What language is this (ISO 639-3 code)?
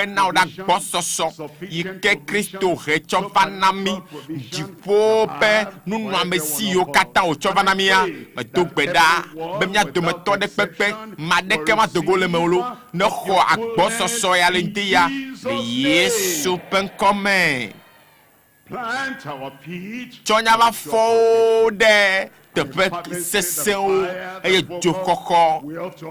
ewe